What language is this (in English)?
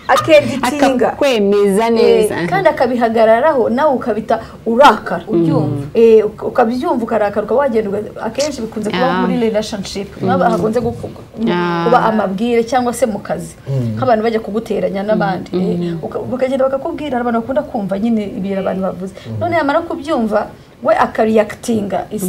Kinyarwanda